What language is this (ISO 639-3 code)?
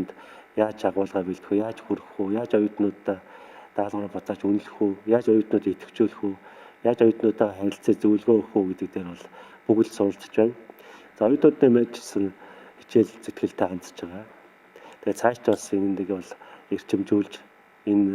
mon